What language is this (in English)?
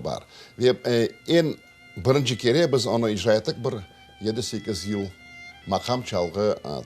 Crimean Tatar